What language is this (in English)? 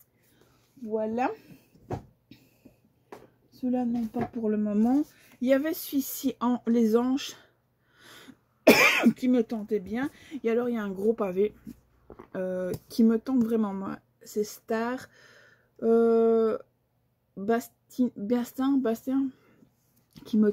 French